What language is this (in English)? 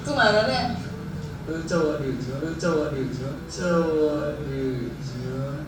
Manado Malay